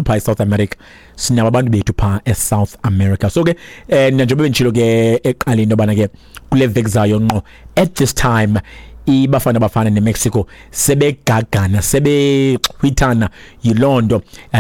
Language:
Xhosa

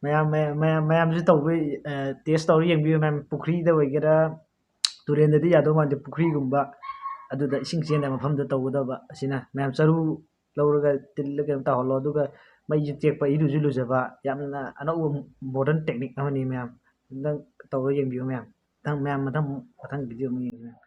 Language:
Manipuri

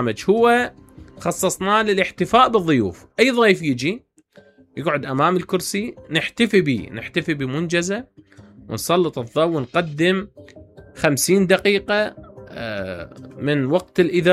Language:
Mesopotamian Arabic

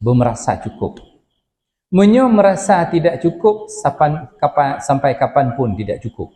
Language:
Achinese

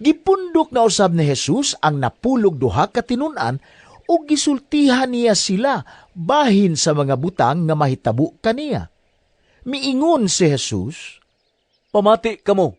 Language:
Cebuano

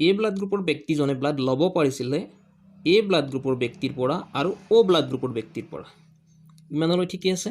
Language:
Assamese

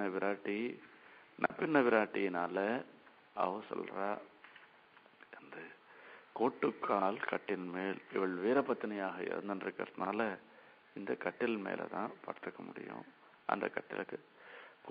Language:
Tamil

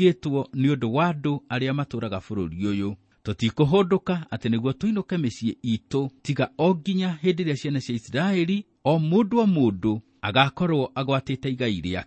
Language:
Kikuyu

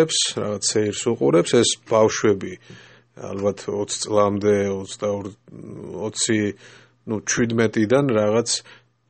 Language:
Georgian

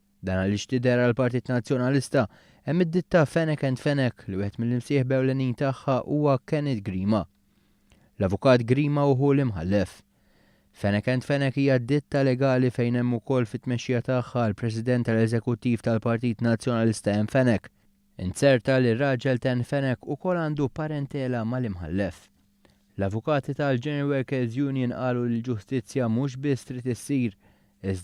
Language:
Maltese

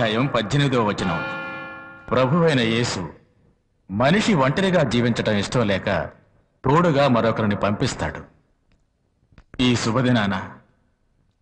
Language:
Telugu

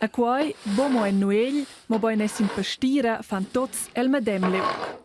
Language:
Romansh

